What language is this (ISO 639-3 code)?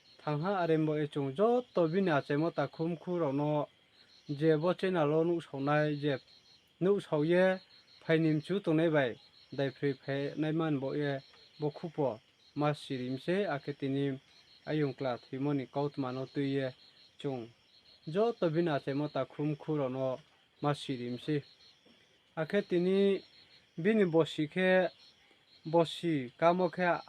ria